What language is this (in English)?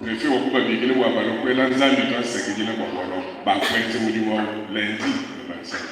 Luba-Lulua